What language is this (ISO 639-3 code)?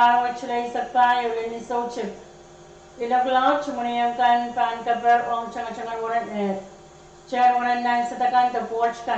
pon